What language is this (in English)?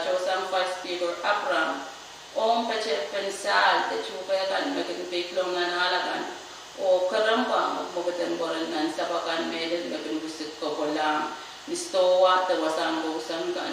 Pohnpeian